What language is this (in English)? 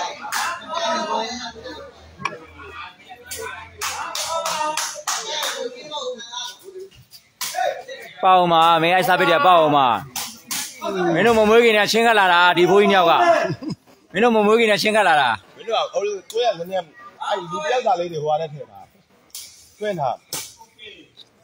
Burmese